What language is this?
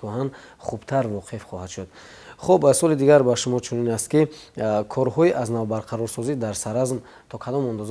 Tajik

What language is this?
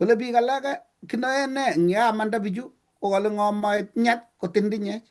Kalenjin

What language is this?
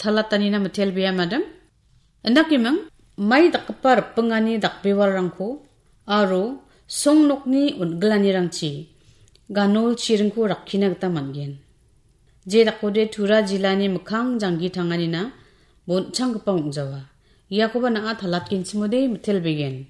Garo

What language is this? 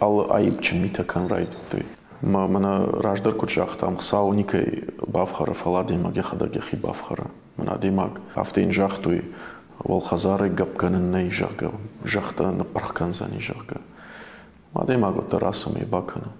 Ossetic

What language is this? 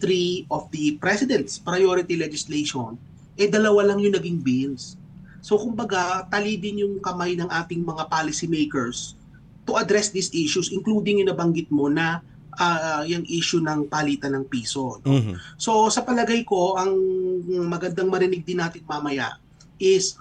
Filipino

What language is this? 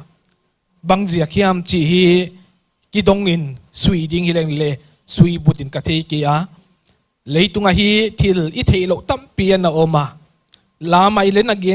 Paite Chin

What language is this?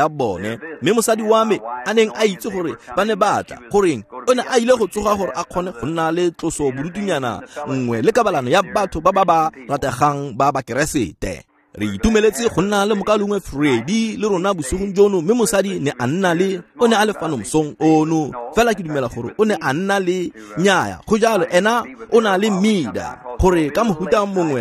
Tswana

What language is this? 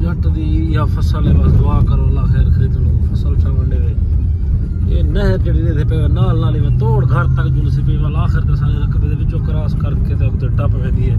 Saraiki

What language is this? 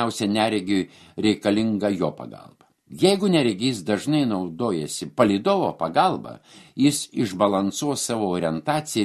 Lithuanian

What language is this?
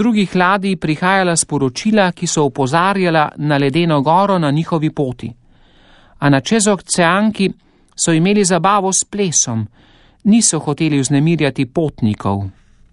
Slovenian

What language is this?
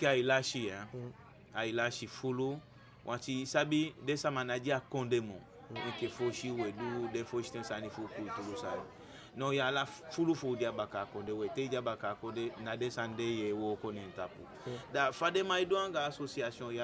Eastern Maroon Creole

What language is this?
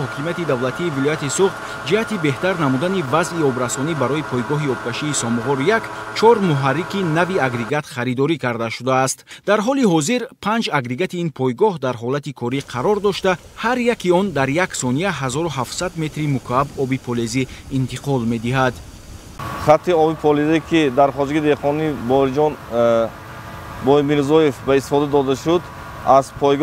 Tajik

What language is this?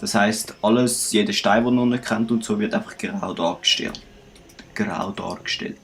Swiss German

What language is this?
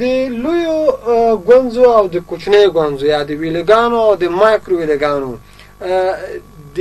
Pashto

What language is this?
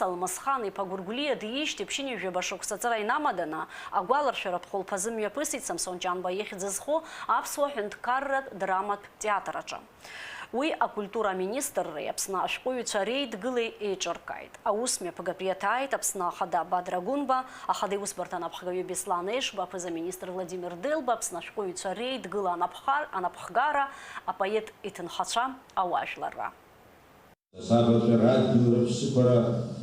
Abkhazian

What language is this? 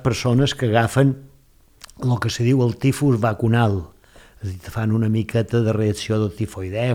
Catalan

